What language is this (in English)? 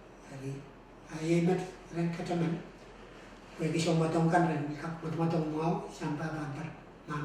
Pohnpeian